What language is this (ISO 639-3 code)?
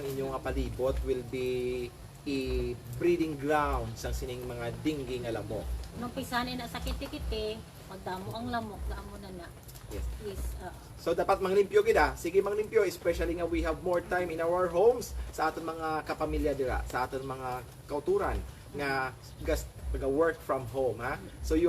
hil